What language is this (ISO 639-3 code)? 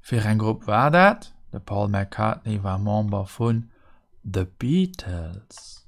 ltz